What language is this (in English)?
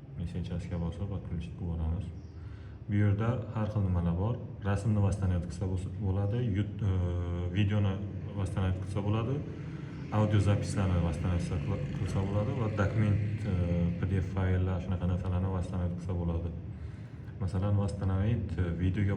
Uzbek